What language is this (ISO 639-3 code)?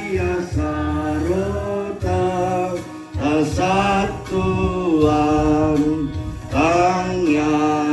sda